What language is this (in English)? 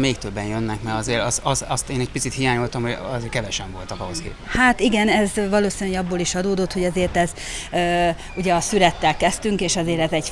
Hungarian